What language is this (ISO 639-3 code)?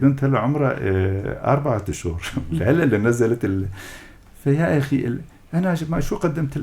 apc